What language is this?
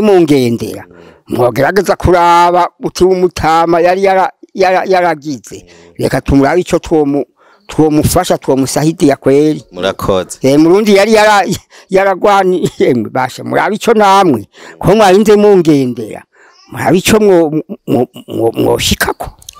Rundi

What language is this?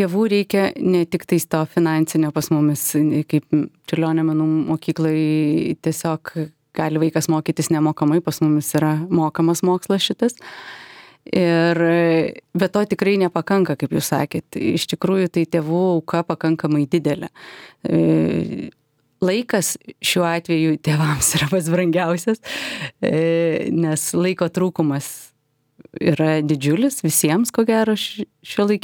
Lithuanian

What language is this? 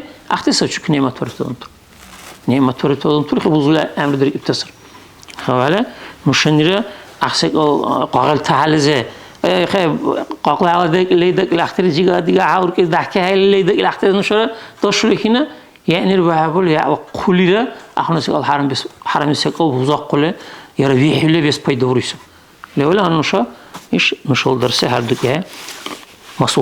Dargwa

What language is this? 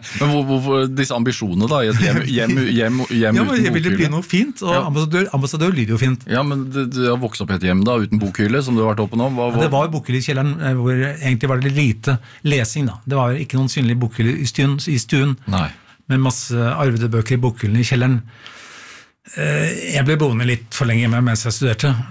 Norwegian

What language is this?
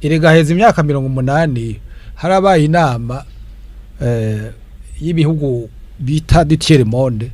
Rundi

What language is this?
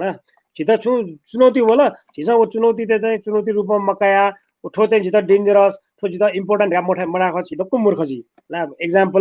Newari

